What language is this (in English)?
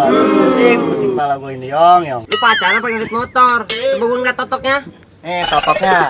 Betawi